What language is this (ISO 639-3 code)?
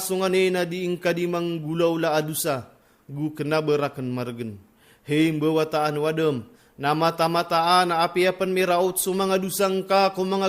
mrw